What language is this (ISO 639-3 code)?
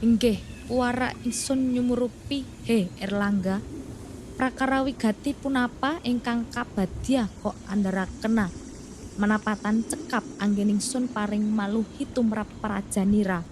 jav